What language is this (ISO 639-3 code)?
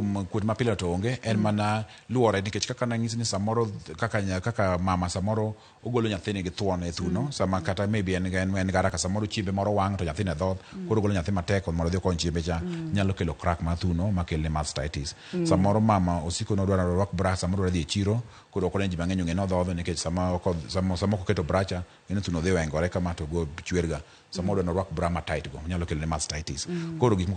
luo